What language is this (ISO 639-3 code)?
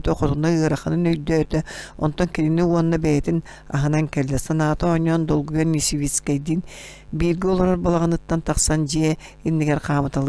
sah